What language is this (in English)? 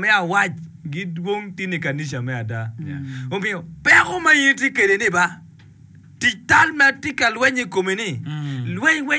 Acoli